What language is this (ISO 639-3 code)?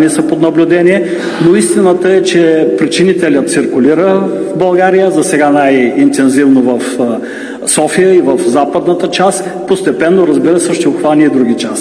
bul